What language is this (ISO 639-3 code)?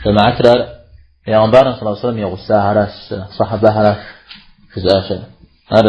kbd